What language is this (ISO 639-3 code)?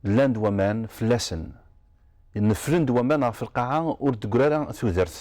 kab